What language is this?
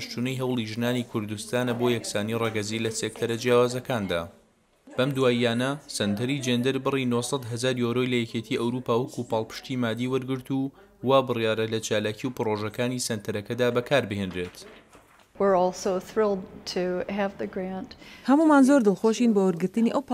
Central Kurdish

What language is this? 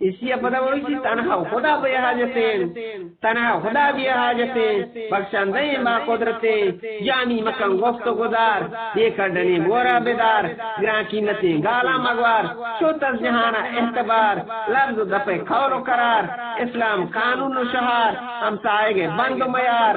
Eastern Balochi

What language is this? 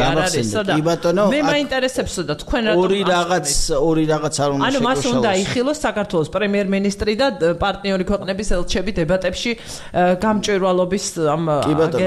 Georgian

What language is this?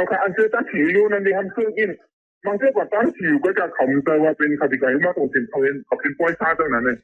Shan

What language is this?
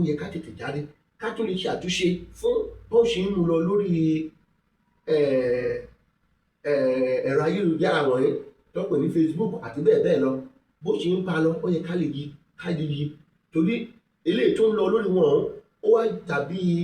Yoruba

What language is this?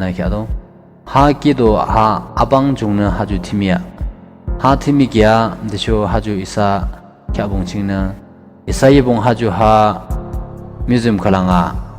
Yimchungru Naga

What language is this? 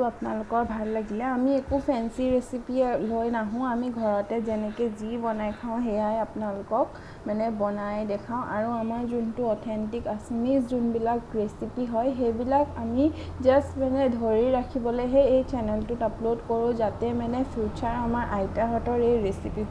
Assamese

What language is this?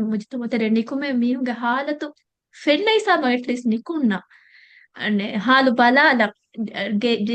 Divehi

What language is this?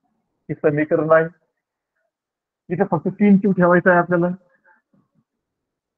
Marathi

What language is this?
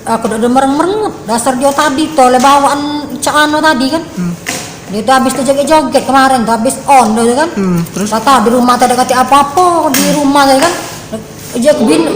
Musi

